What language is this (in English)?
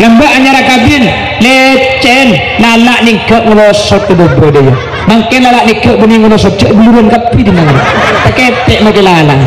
Madurese